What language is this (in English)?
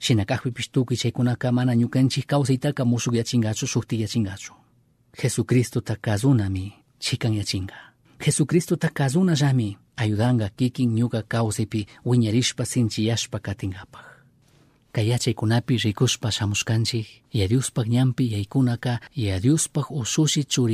Chimborazo Highland Quichua